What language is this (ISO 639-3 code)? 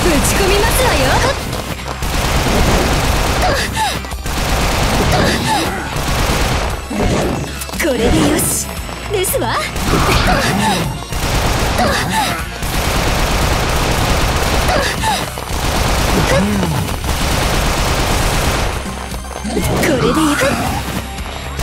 jpn